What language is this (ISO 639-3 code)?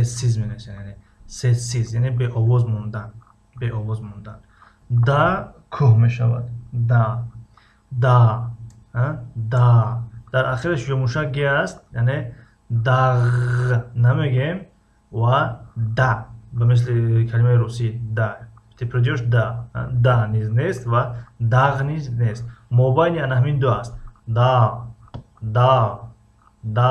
tgk